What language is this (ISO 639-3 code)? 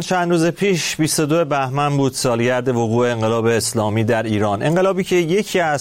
fas